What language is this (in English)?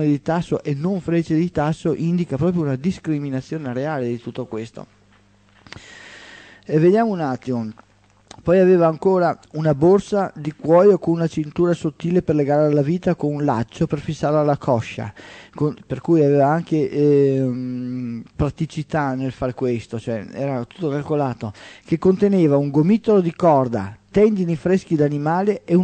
Italian